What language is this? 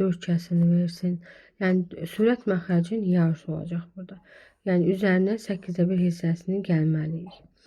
Azerbaijani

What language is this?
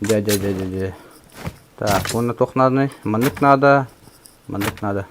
Yakut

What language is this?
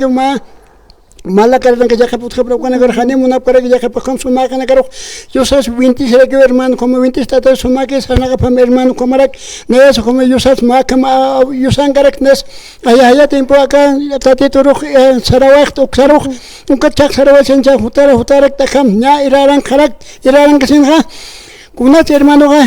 Aymara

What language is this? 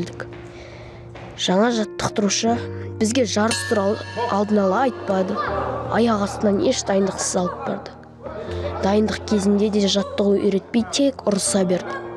Kazakh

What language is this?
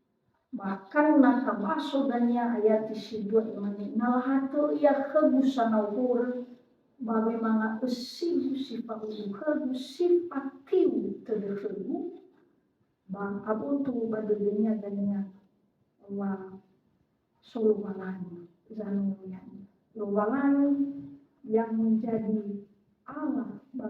Nias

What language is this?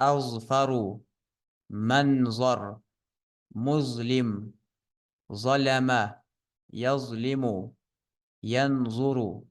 Ingush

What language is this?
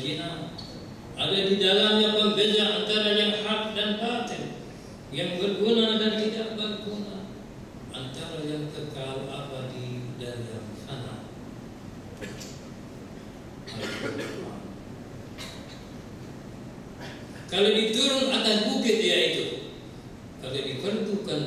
Malay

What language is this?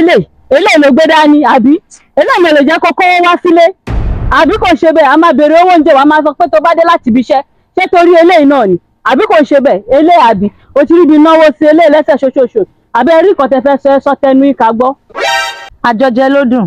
Yoruba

